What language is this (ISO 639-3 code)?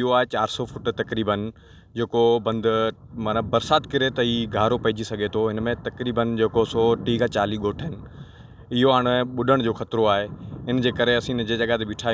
snd